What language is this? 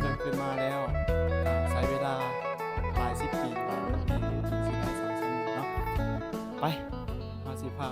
Northeastern Thai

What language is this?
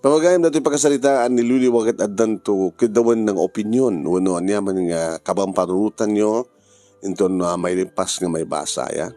Iloko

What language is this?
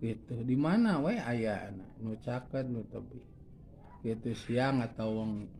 Sundanese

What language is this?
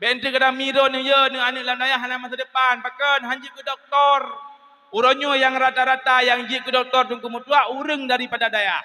Achinese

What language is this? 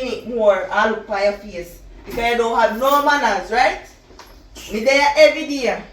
Jamaican Creole English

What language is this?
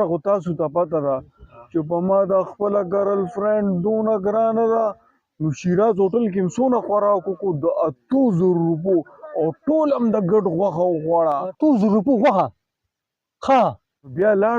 Pashto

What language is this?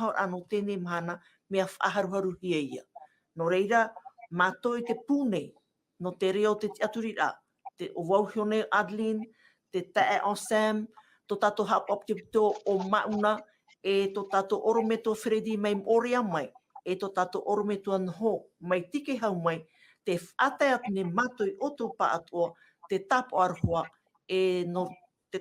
Tahitian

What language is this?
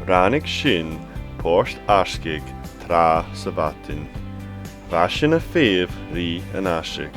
Scottish Gaelic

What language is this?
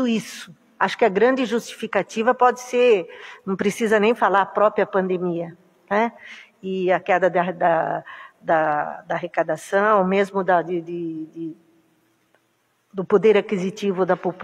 Portuguese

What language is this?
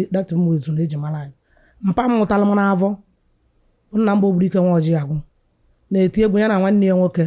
Igbo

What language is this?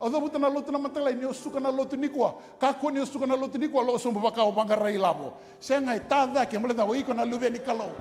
Fijian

